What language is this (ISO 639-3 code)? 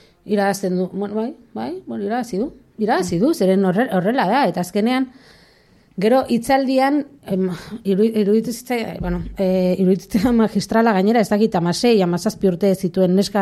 eus